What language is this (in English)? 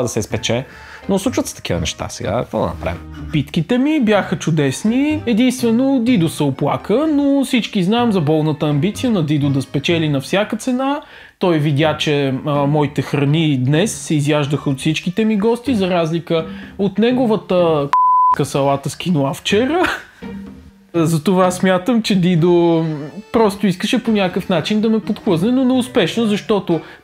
Bulgarian